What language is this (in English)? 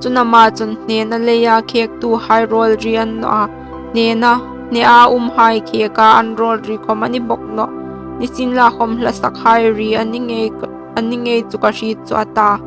Hmar